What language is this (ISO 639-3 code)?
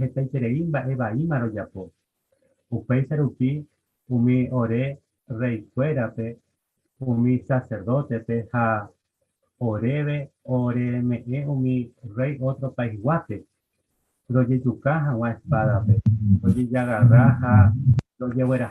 grn